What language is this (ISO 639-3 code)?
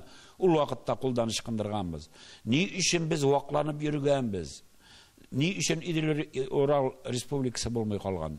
tat